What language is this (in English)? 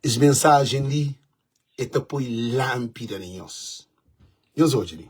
Kabuverdianu